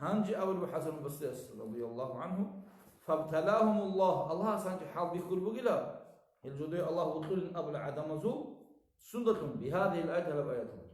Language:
Avaric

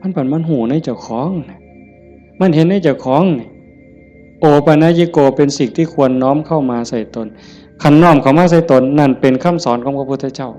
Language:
Northeastern Thai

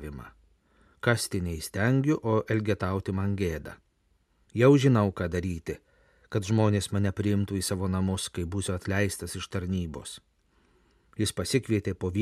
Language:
Lithuanian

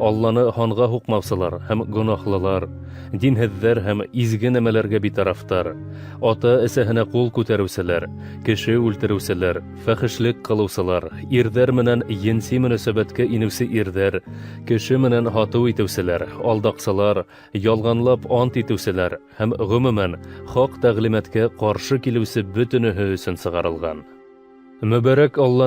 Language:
Bashkir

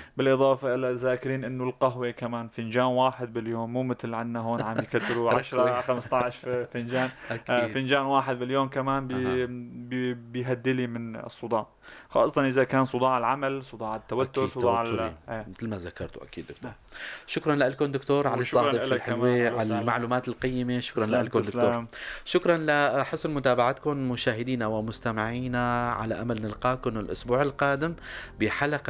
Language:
North Levantine Arabic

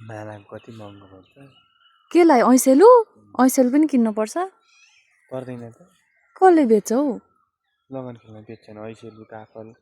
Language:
Nepali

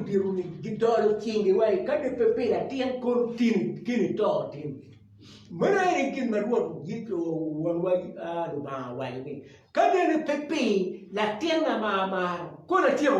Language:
Acoli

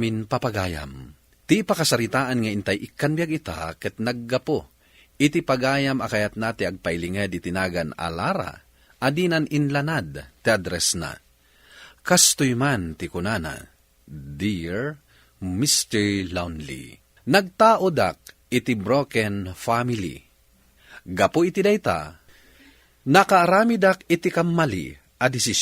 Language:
Iloko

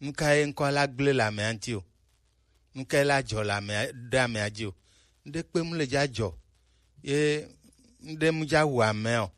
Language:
Gen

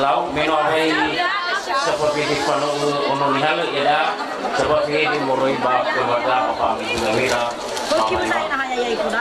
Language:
Nias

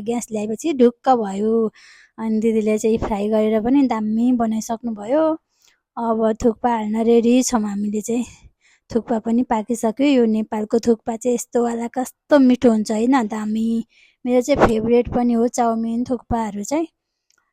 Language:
Nepali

